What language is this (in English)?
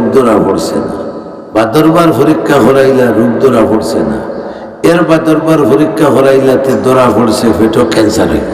Sylheti